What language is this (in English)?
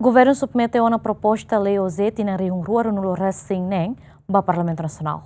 Tetum